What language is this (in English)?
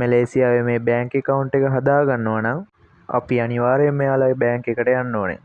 Sinhala